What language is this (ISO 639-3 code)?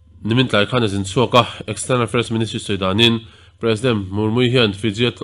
lus